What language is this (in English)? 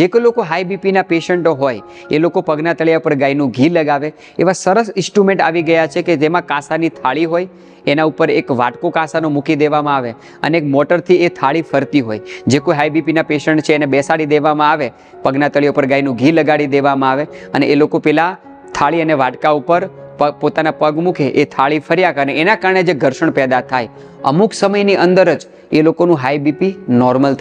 Gujarati